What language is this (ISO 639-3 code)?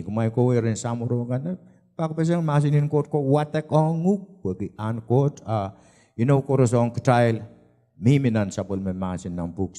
pon